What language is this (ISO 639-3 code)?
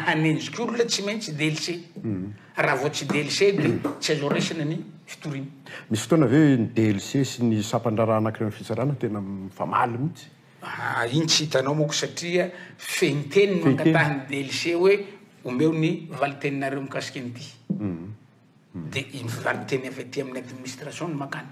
mlg